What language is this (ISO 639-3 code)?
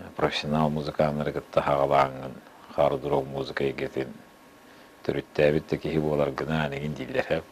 sah